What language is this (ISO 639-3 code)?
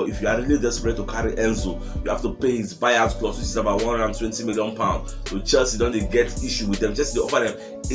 pcm